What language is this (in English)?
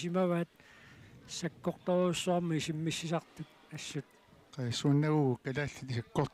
Kalaallisut